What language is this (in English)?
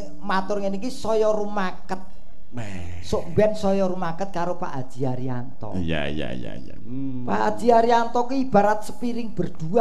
Javanese